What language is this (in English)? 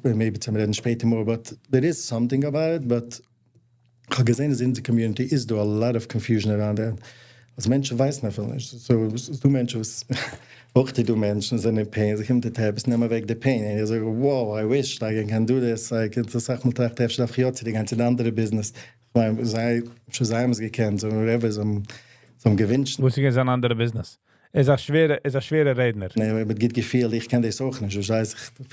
Yiddish